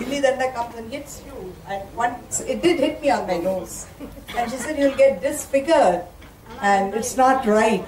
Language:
English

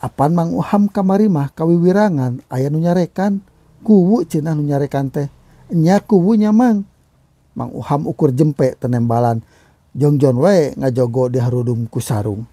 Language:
Sundanese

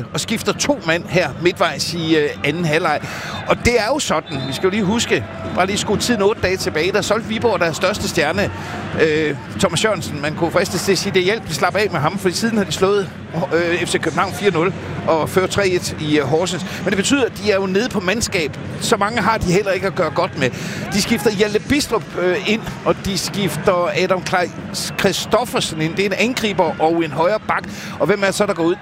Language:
Danish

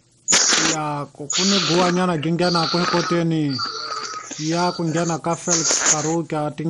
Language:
Tsonga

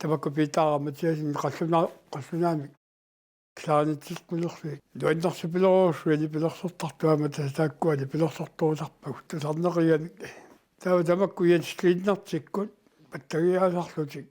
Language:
Kalaallisut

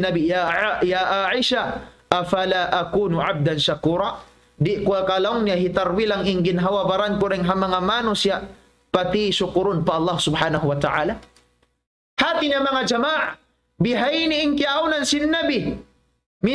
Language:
Tausug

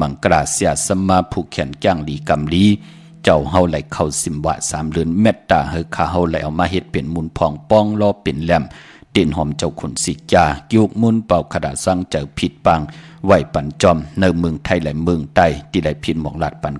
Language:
Shan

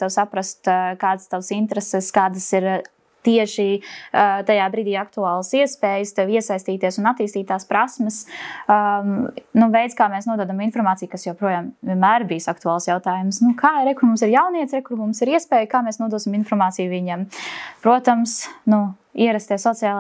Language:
Latvian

